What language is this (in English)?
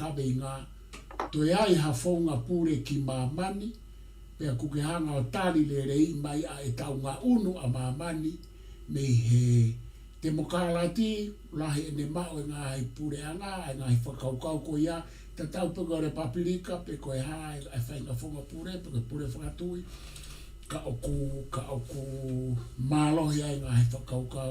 Tongan